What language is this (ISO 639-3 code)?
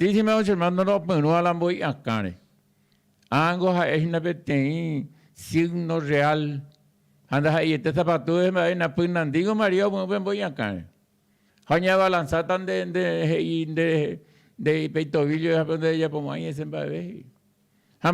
grn